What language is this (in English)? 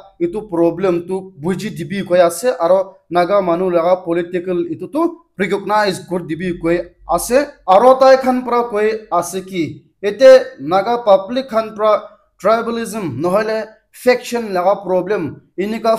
Naga Pidgin